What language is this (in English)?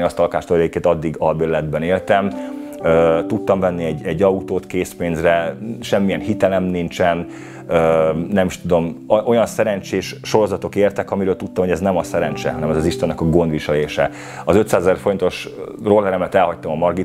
Hungarian